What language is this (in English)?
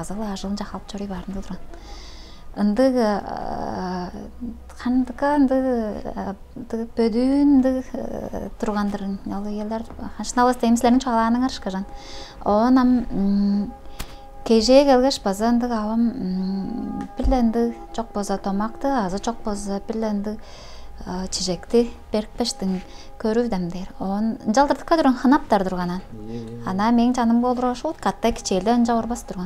Tuvinian